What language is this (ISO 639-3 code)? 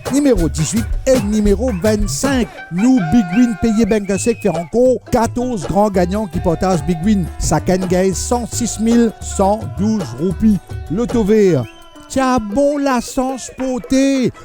mfe